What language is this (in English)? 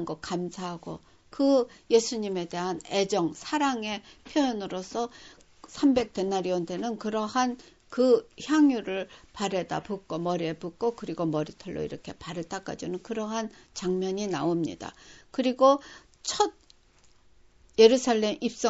Korean